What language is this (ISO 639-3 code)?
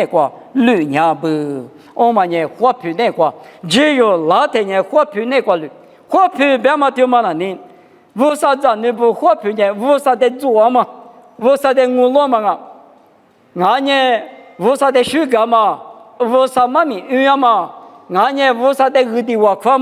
lis